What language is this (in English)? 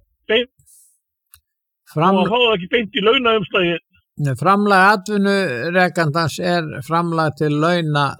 Icelandic